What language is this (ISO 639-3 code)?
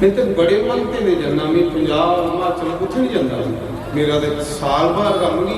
doi